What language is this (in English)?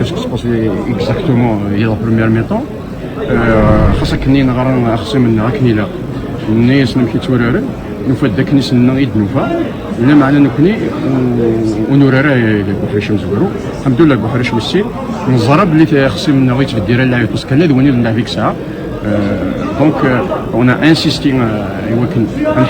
Kabyle